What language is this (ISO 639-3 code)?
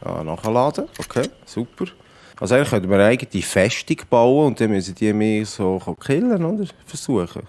gsw